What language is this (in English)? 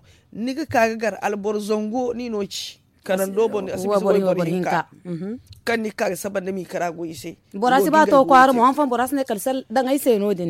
Zarma